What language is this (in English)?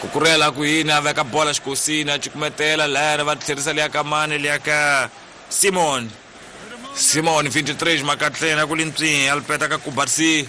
Tsonga